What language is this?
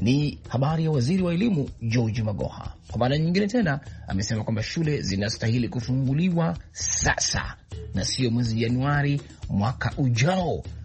Swahili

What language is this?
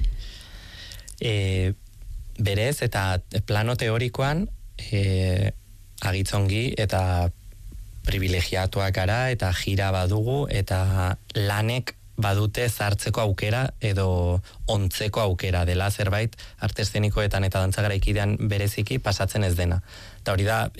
Basque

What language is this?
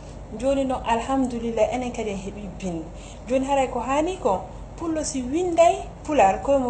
Fula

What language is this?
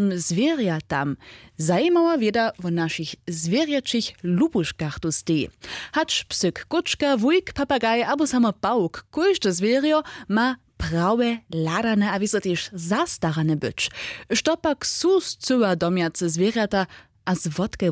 Upper Sorbian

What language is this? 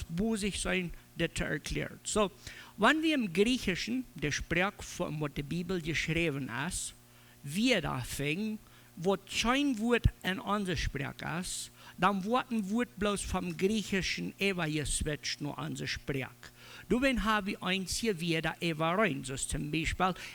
Plautdietsch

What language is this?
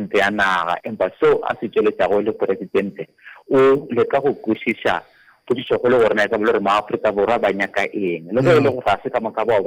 Northern Sotho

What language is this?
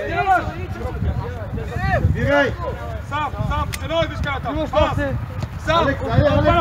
Bulgarian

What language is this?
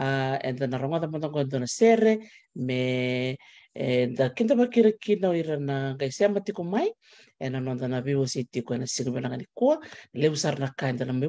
Fijian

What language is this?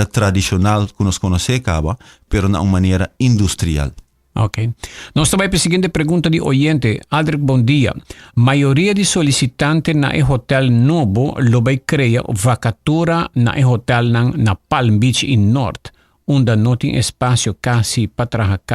Papiamento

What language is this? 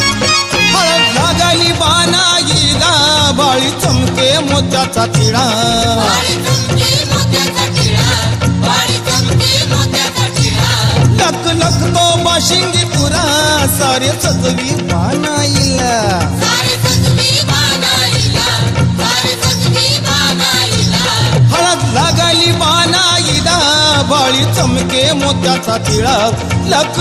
Marathi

